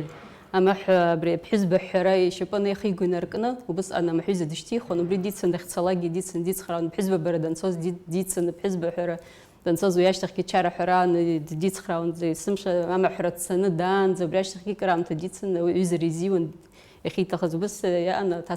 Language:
Abkhazian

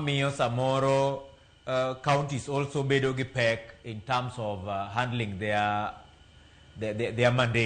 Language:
Luo (Kenya and Tanzania)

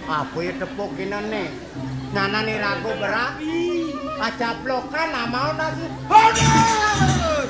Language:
Balinese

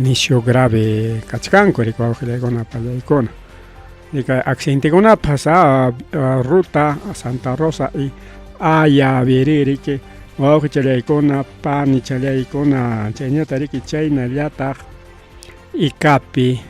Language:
Ayacucho Quechua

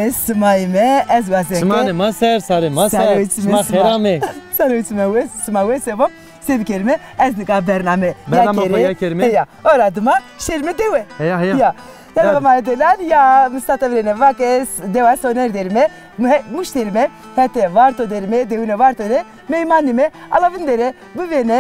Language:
Zaza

